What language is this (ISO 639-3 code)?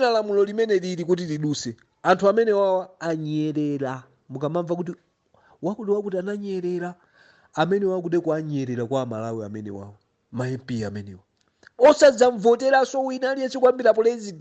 nya